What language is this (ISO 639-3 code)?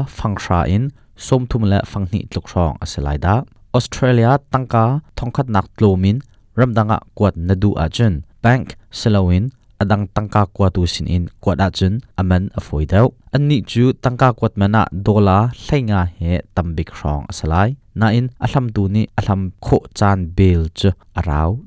cnh